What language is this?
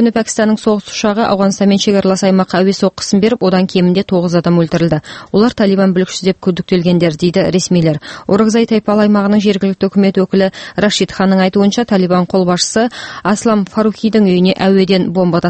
Kyrgyz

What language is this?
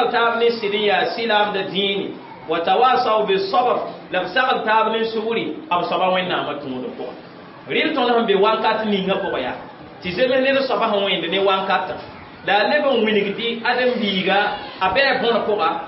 Mossi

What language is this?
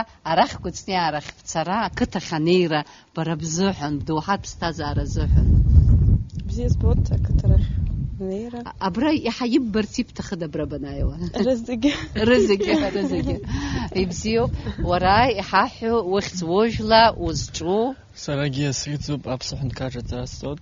Abkhazian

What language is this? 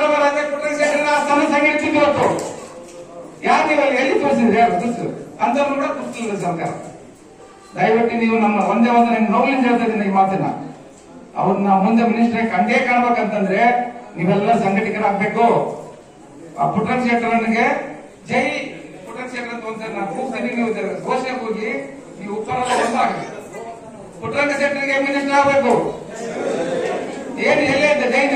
Kannada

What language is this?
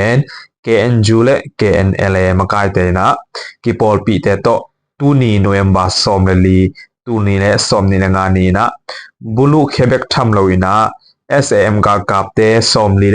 Tedim Chin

